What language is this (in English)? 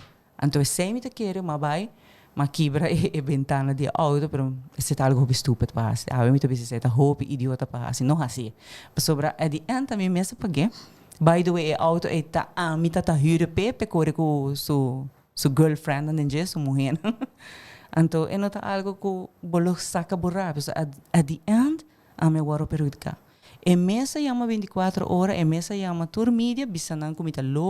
Papiamento